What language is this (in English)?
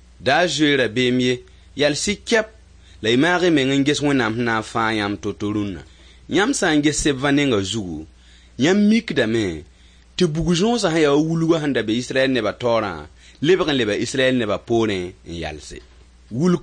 Mossi